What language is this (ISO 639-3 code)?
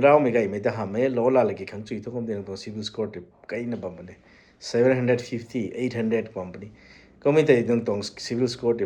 nbu